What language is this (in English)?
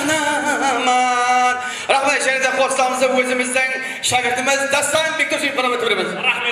Kara-Kalpak